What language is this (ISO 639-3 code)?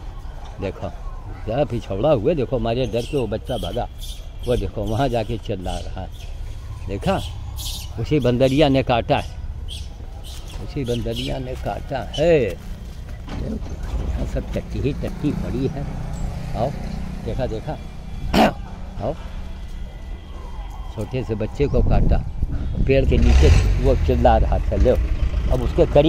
hin